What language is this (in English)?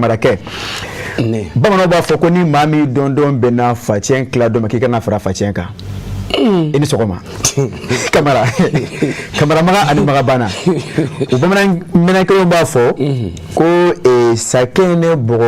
Bambara